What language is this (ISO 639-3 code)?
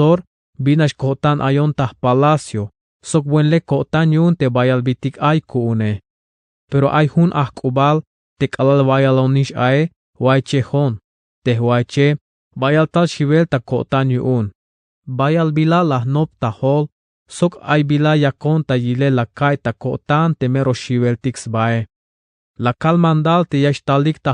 tzh